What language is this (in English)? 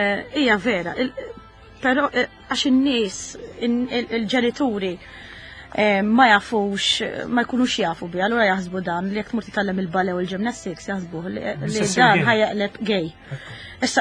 Maltese